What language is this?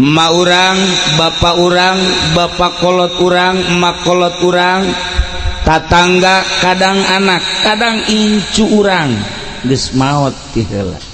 Sundanese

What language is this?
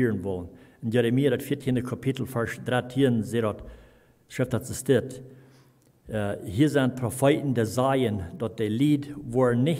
Plautdietsch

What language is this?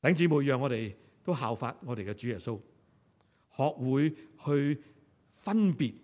Cantonese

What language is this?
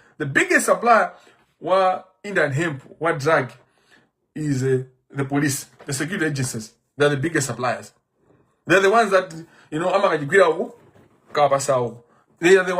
Nyanja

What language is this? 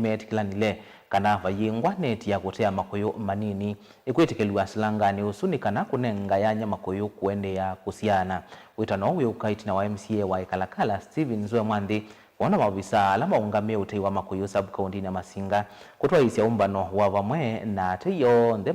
Kamba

